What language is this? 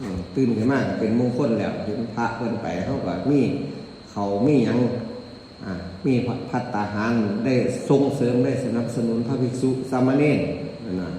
Northeastern Thai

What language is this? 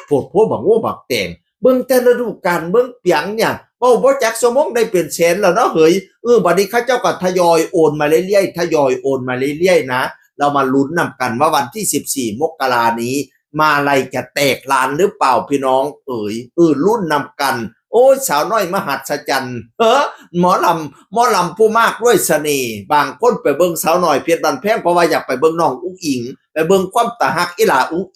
Northeastern Thai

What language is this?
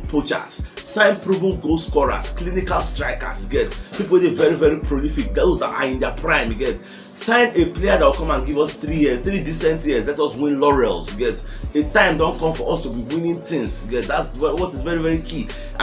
Nigerian Pidgin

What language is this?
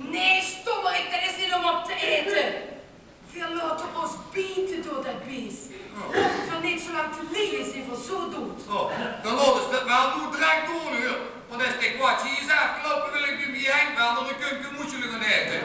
Limburgish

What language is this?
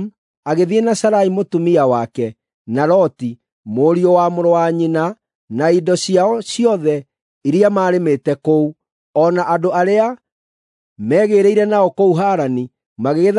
Kikuyu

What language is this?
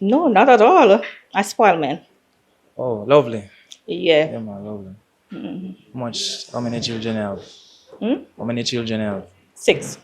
Jamaican Creole English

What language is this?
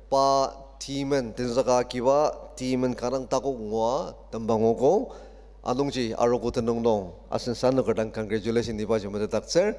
Ao Naga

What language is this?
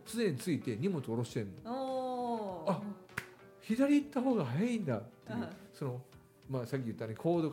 Japanese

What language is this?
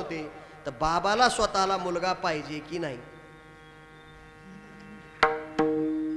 Marathi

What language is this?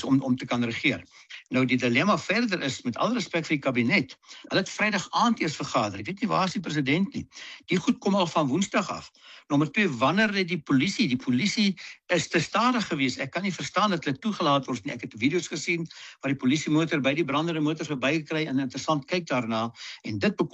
Afrikaans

